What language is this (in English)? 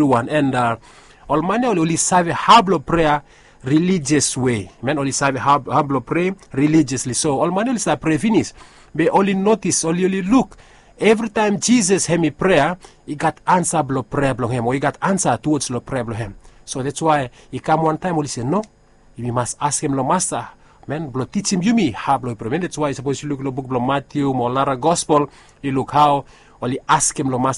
Bislama